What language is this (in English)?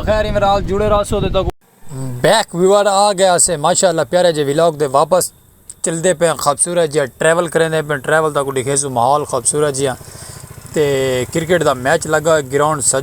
Saraiki